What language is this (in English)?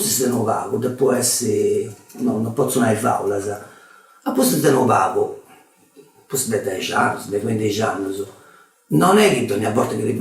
Sardinian